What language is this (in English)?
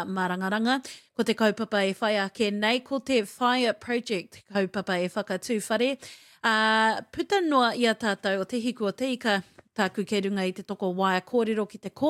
Māori